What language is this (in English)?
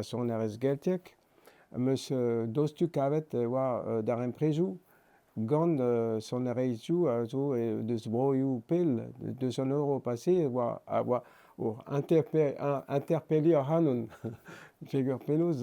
Breton